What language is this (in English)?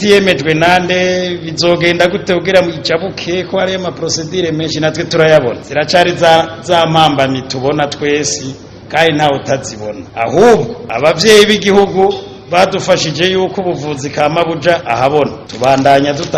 Rundi